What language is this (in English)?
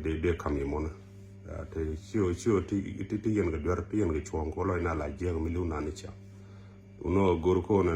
Nuer